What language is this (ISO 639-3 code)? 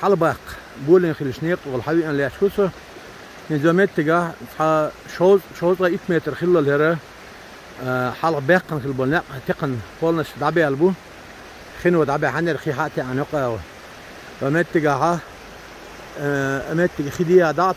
che